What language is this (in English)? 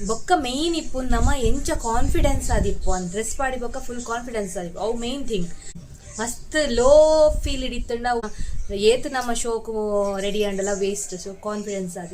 Tulu